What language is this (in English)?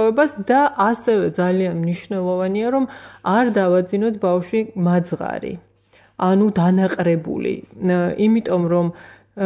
Georgian